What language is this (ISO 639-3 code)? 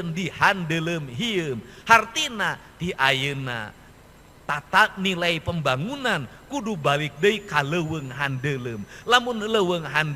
sun